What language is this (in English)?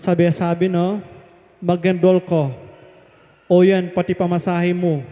Pampanga